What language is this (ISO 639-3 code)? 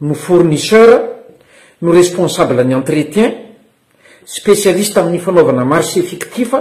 mlg